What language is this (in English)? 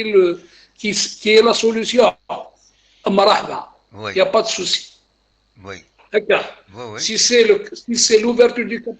Kabyle